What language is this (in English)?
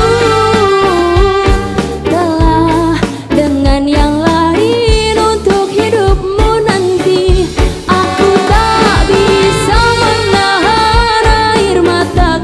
Indonesian